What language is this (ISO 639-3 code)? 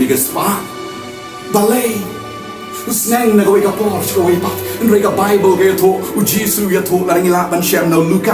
kha